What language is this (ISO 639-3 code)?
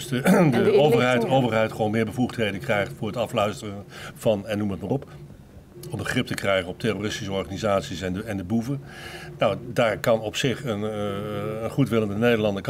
nld